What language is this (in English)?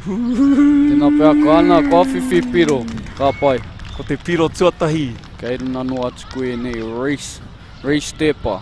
Māori